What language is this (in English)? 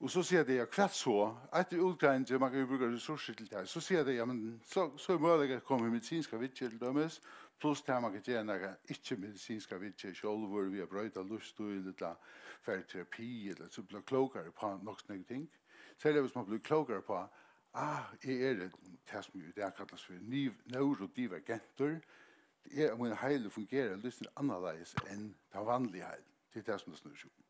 Faroese